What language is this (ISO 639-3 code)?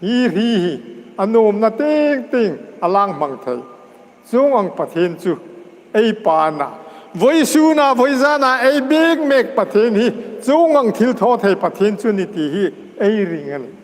hmr